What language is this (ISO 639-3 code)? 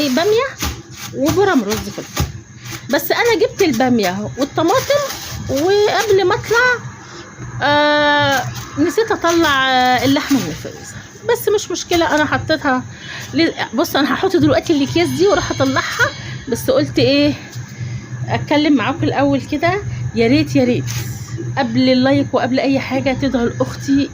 arz